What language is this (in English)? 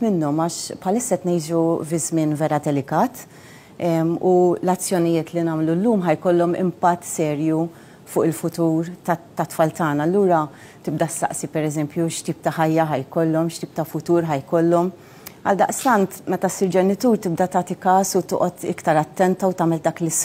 Maltese